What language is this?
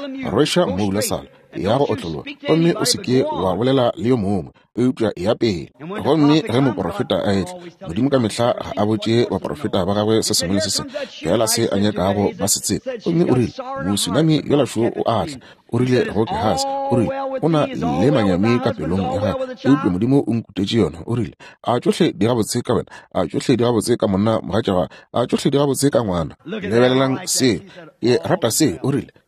Northern Sotho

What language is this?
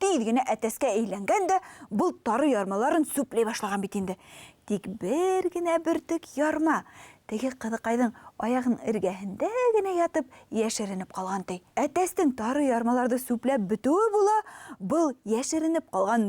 Bashkir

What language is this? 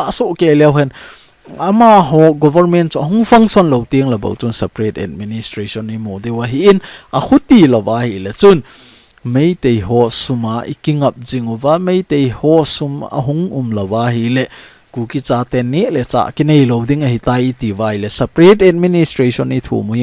Thado Chin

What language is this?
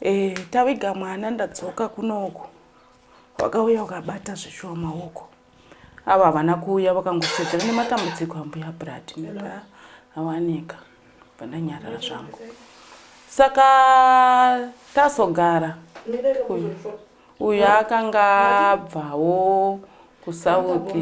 Shona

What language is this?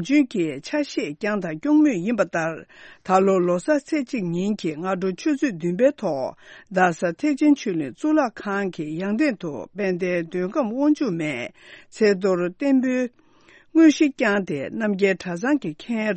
Tibetan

